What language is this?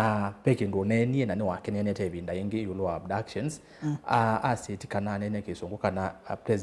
Kamba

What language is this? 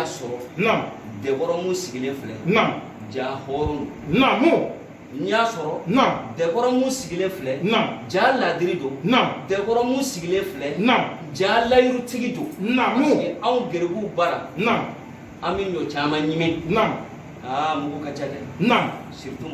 Bambara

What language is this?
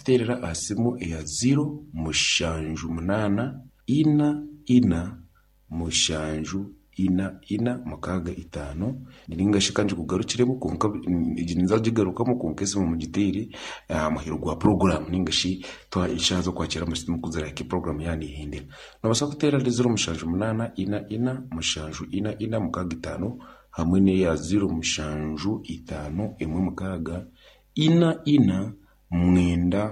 Nyankole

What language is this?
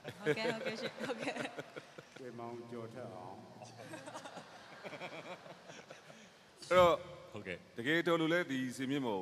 Burmese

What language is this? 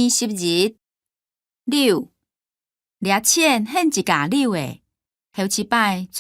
Hakka Chinese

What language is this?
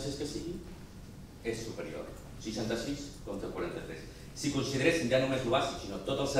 Catalan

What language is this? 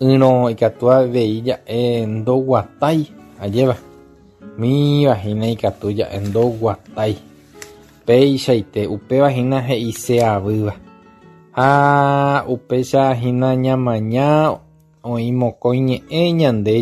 Guarani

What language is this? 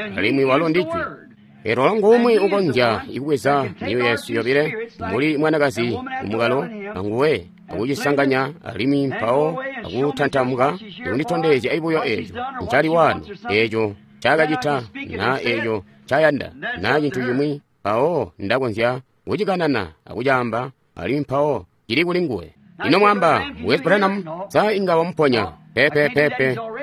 Tonga (Zambia)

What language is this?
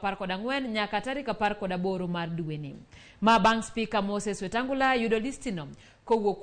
Luo (Kenya and Tanzania)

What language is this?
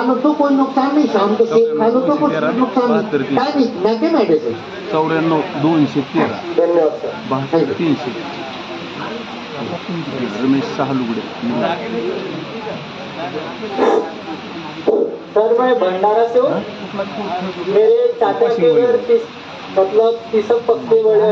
Hindi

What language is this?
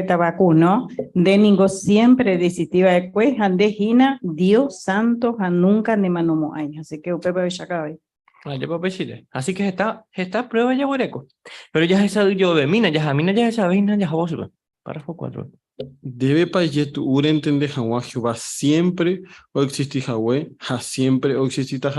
Guarani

